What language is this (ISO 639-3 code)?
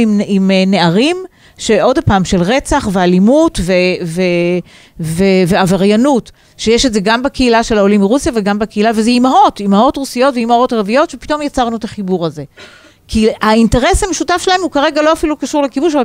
heb